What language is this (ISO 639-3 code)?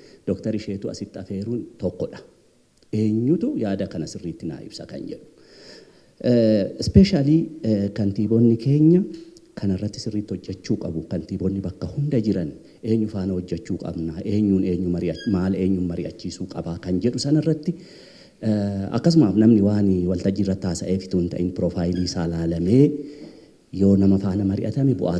orm